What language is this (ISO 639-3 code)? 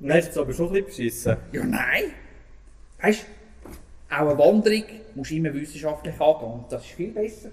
gsw